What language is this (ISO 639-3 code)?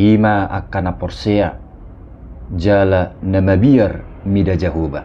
bbc